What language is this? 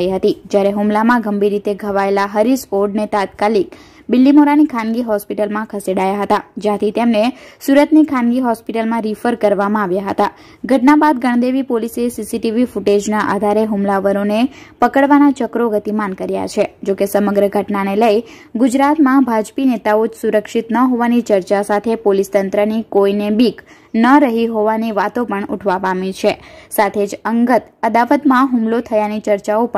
Gujarati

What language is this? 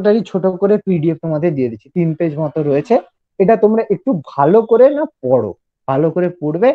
Bangla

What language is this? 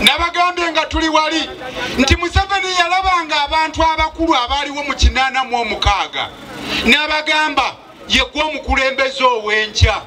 Ganda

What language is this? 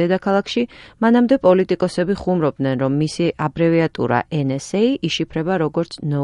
Georgian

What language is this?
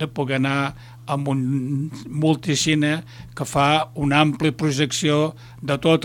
Catalan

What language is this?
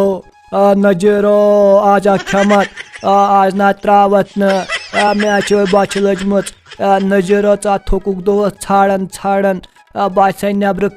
Kashmiri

